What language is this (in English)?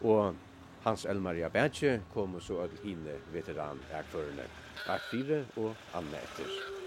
Faroese